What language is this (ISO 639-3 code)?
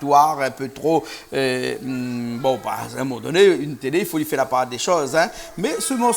rcf